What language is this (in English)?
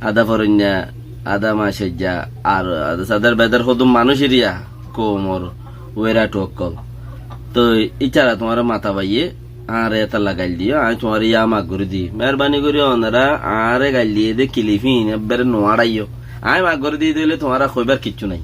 Rohingya